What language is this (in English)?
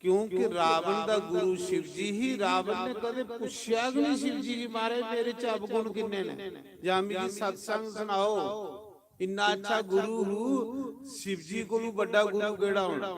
Dogri